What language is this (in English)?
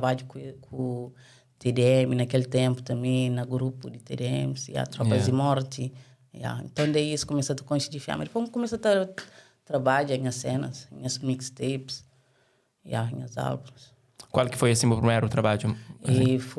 Kabuverdianu